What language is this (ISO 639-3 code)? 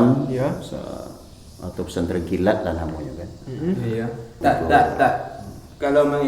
min